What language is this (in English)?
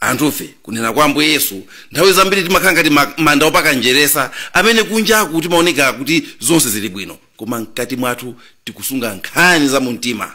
Nyanja